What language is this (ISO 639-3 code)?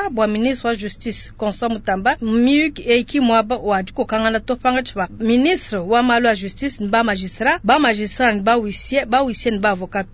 lua